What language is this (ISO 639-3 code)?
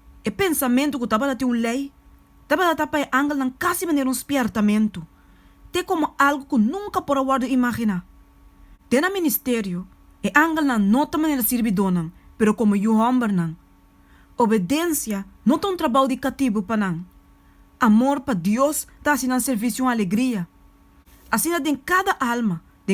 pap